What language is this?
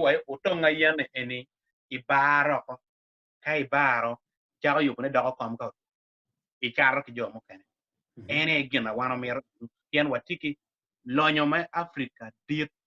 Acoli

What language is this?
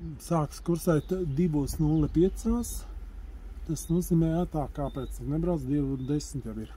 Latvian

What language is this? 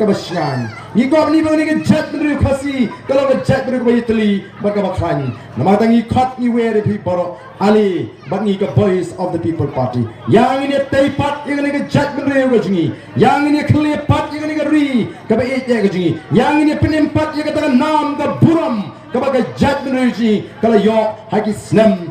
Khasi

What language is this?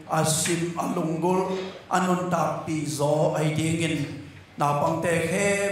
Tedim Chin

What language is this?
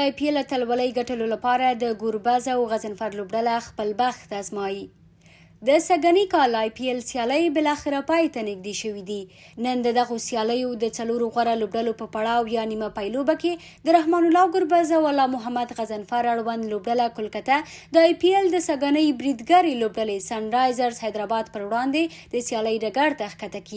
Pashto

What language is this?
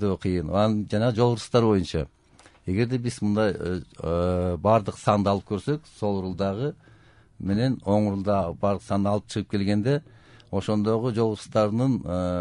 Kyrgyz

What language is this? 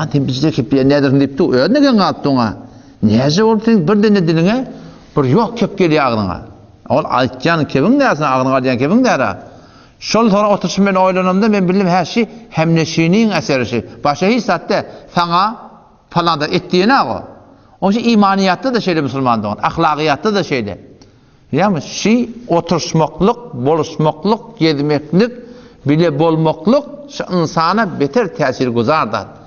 Turkmen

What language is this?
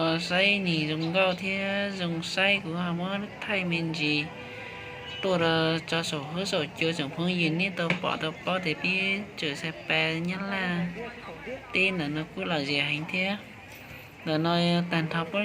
Hmong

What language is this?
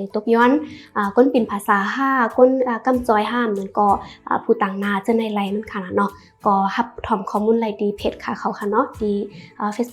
Shan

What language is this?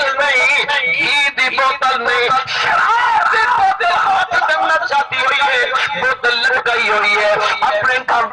Saraiki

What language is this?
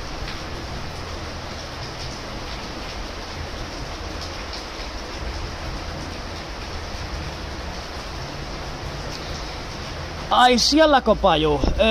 Finnish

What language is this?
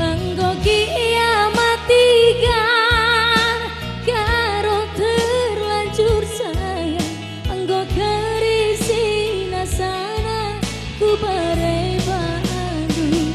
Batak Karo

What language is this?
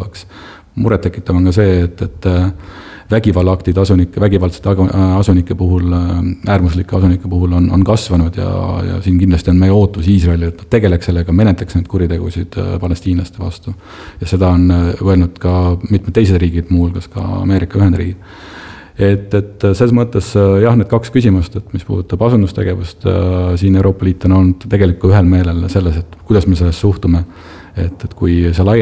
Estonian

